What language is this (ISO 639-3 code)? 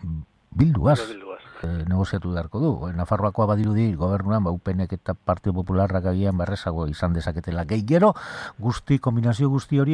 eus